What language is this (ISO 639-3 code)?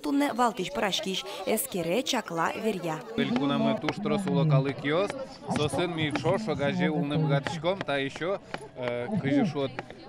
udm